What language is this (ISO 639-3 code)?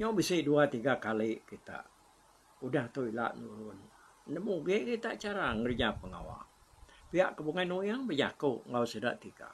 iba